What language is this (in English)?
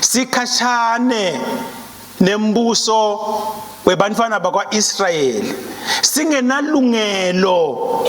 Swati